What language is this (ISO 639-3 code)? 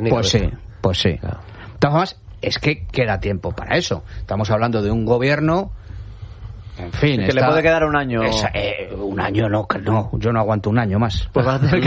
spa